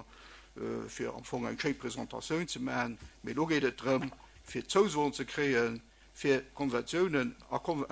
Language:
Luxembourgish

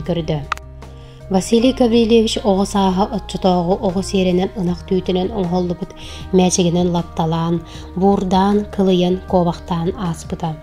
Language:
Yakut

